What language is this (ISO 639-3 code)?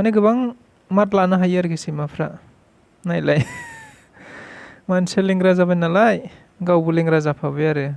brx